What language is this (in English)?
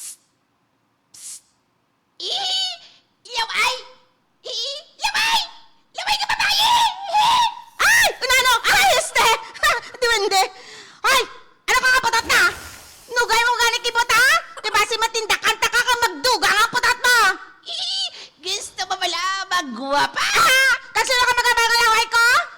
Hiligaynon